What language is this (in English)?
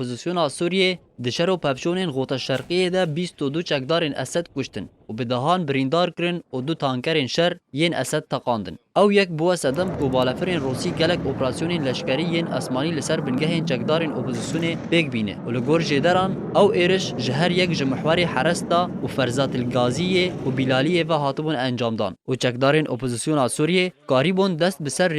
Kurdish